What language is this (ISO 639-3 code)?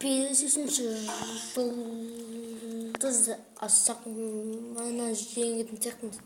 kaz